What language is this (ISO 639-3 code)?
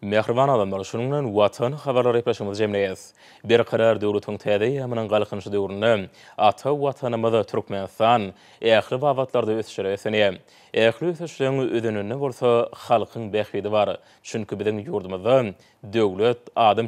tuk